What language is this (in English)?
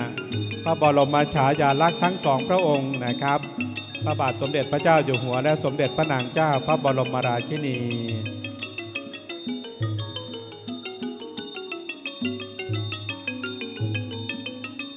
Thai